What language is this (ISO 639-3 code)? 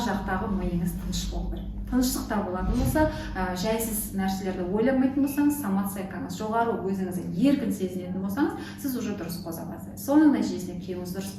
kaz